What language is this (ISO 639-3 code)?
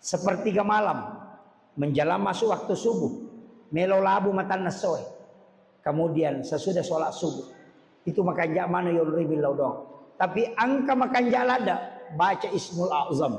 bug